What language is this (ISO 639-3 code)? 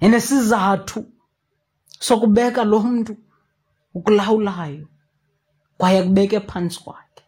xho